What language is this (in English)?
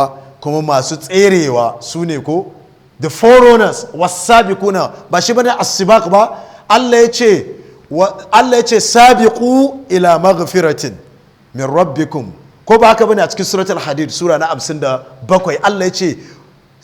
Hausa